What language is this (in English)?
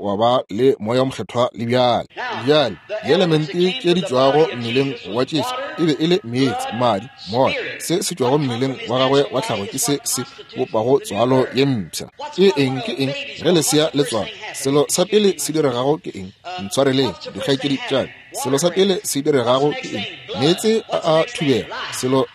Northern Sotho